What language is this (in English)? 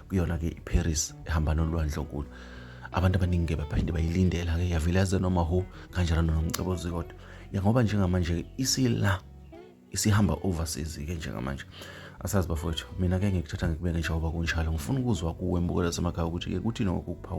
Zulu